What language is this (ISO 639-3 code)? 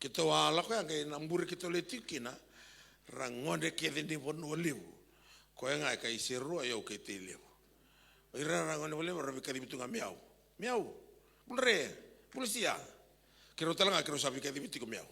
fij